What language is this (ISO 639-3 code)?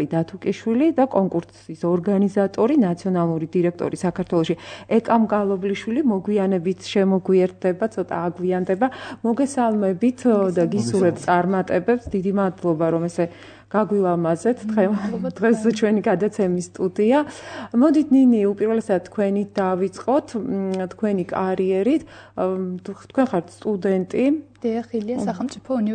kat